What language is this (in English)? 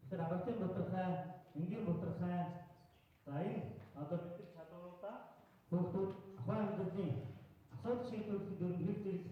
Mongolian